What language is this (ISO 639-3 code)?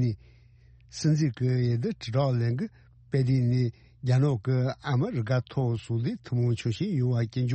bod